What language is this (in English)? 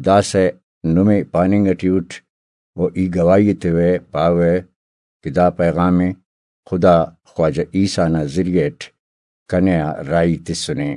Brahui